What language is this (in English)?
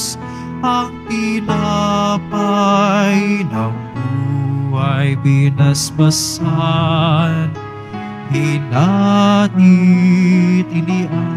Filipino